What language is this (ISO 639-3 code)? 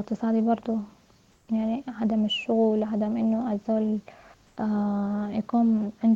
apd